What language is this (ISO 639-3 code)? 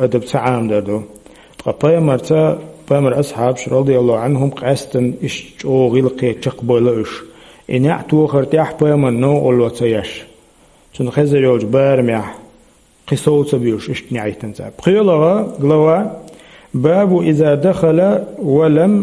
che